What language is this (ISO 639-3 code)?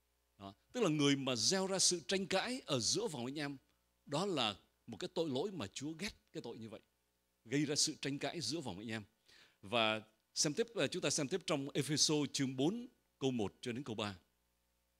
vie